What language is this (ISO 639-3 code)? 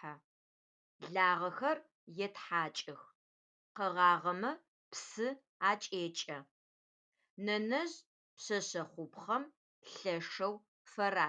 ady